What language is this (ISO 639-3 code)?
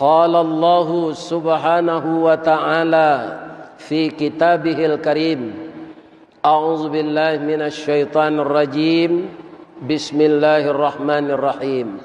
min